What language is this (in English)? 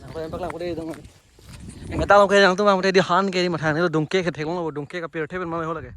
Karbi